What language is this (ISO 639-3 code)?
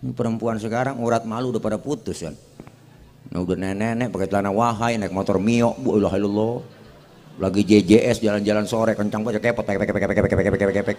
bew